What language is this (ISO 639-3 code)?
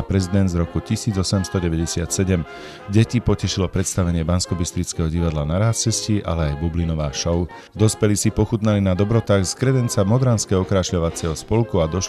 slk